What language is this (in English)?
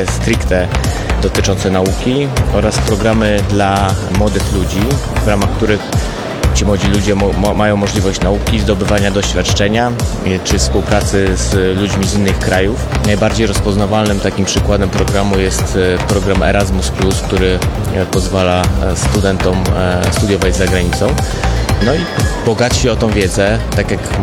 Polish